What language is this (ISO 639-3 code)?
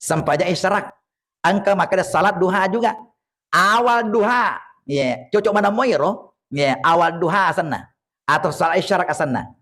bug